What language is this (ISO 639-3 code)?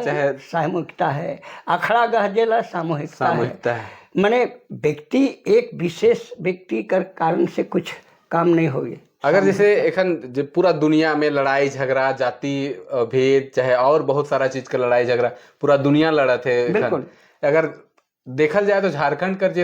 sck